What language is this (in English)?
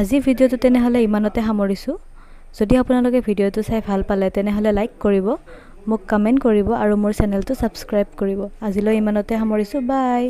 Assamese